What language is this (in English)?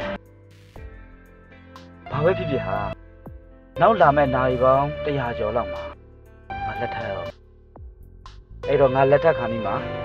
Burmese